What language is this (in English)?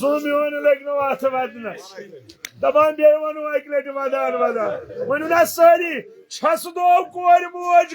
Kashmiri